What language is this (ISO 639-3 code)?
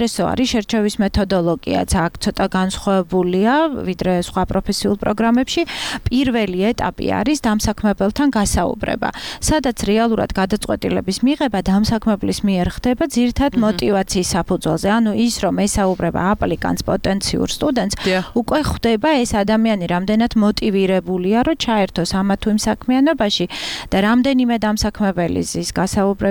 kat